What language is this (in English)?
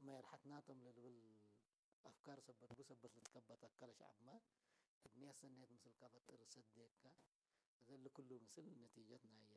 Tigre